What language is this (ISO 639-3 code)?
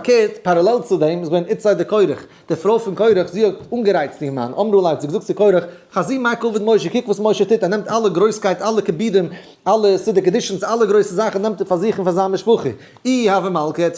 yid